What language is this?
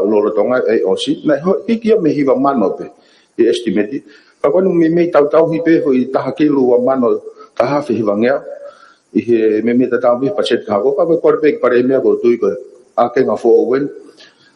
Tongan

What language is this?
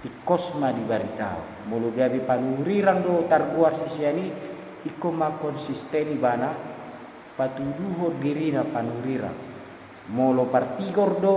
Batak Toba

